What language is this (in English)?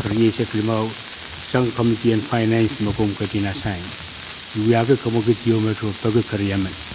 Pohnpeian